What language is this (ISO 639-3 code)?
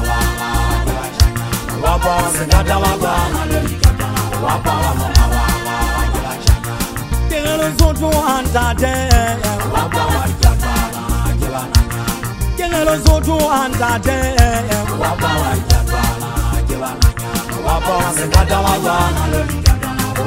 swa